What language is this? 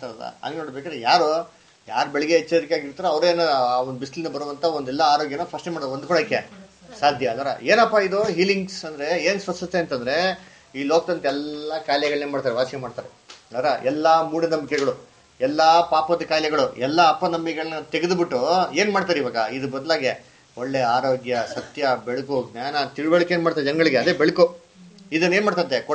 Kannada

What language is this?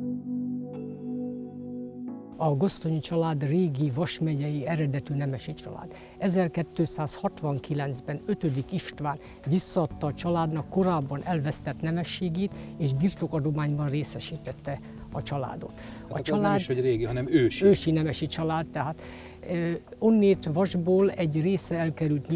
Hungarian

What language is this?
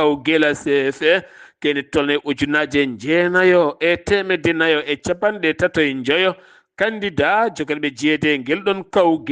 Fula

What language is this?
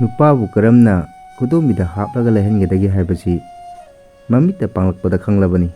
Manipuri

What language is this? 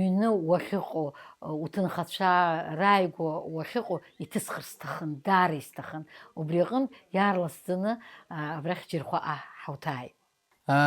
Abkhazian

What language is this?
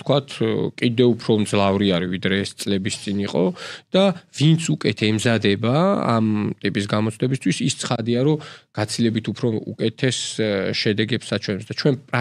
Georgian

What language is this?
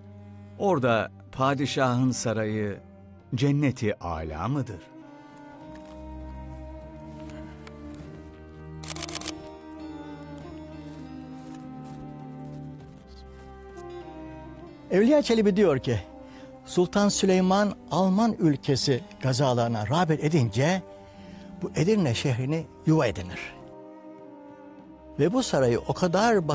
Turkish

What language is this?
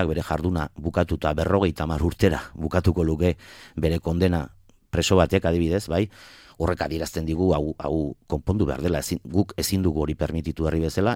Basque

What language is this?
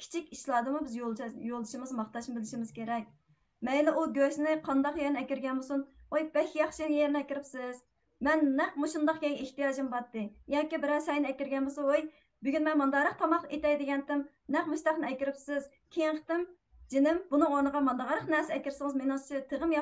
Uyghur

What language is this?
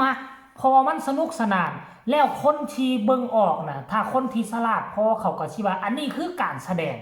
Northeastern Thai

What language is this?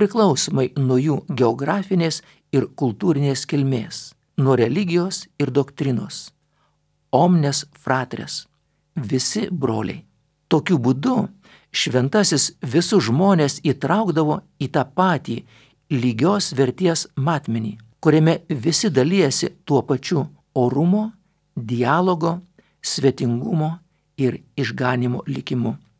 Lithuanian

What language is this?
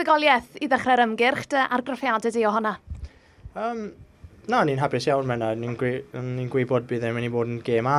Welsh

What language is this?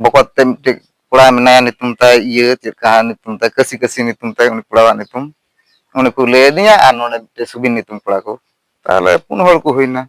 Santali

